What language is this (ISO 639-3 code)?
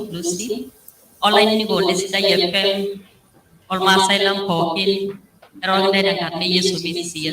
mas